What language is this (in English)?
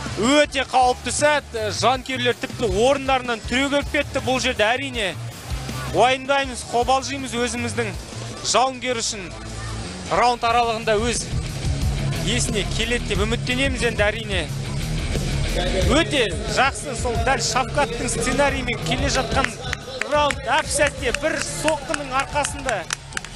Kazakh